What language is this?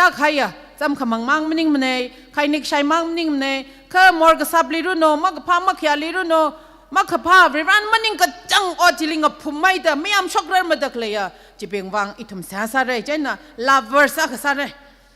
Tangkhul Naga (India)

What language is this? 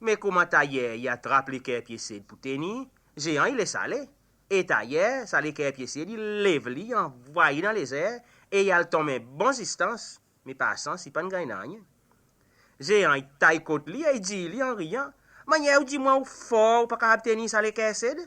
Seselwa Creole French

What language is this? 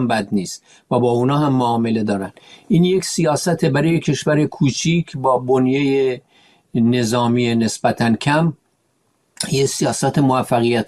Persian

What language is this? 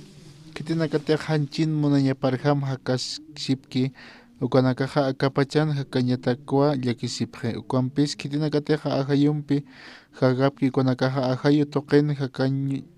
Aymara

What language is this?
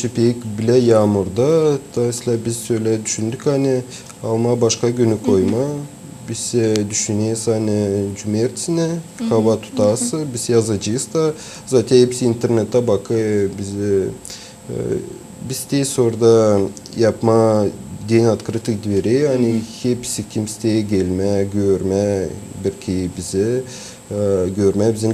Gagauz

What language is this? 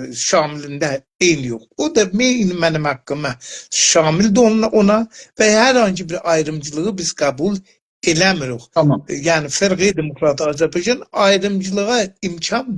South Azerbaijani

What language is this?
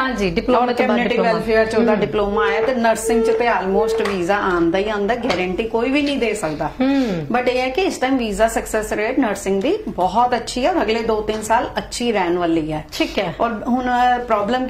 Punjabi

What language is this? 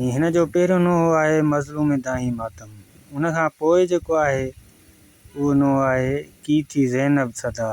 Sindhi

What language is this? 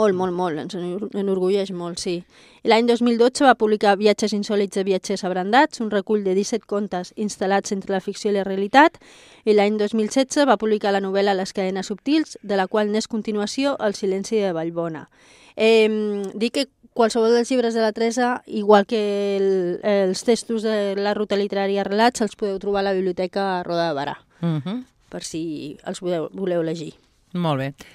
Catalan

